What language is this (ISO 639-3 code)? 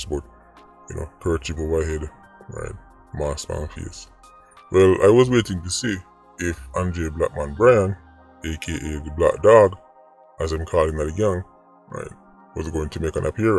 jam